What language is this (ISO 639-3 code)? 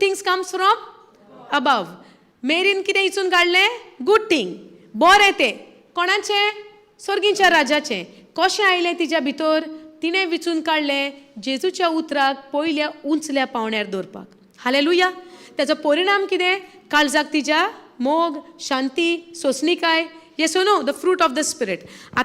kok